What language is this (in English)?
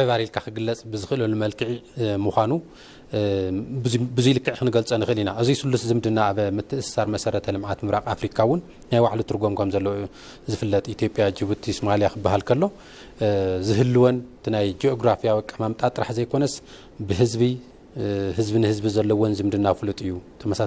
Tigrinya